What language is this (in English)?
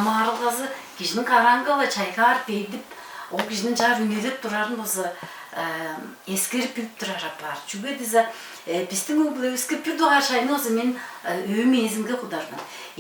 Tuvinian